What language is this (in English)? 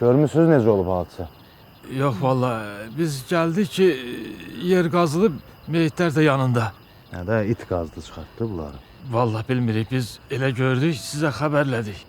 Azerbaijani